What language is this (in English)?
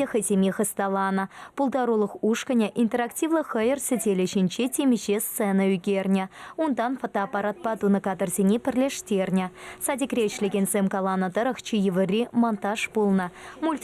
Chuvash